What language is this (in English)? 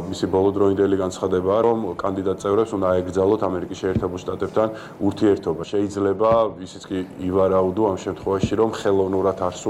Georgian